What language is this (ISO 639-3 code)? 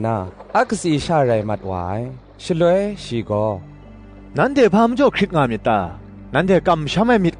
kac